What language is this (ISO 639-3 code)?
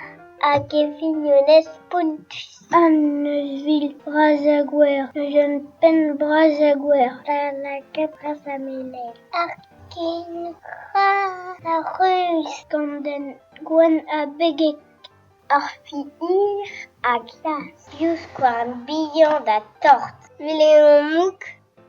bre